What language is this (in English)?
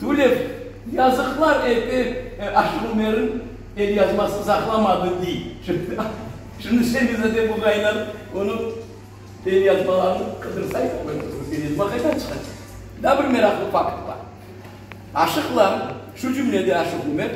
Crimean Tatar